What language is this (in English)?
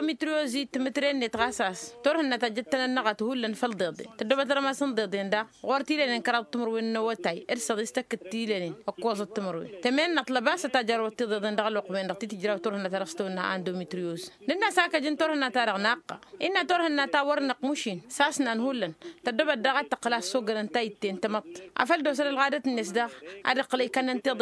Tamasheq